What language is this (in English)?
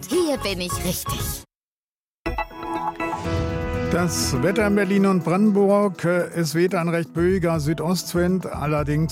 German